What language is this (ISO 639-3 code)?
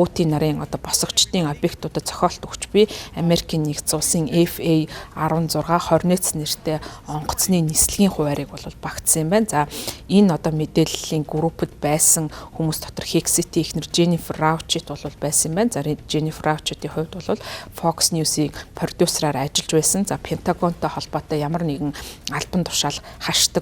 mon